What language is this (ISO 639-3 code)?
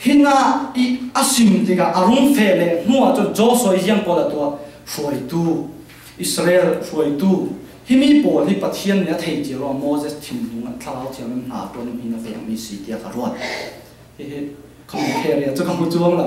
cfm